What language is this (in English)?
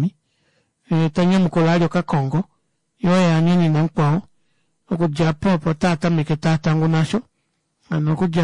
Kuanyama